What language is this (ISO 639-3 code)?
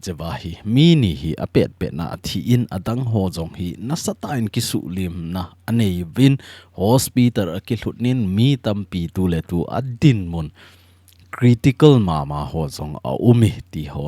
tcz